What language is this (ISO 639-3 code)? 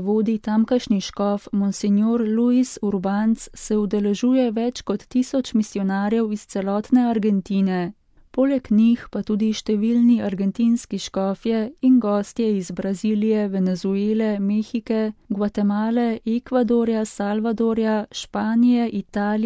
slv